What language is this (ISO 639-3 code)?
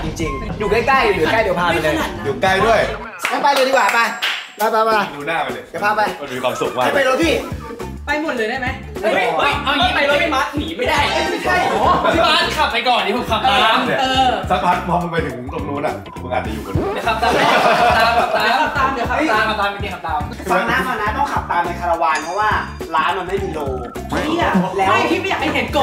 tha